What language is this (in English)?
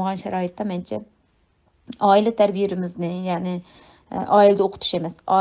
Uyghur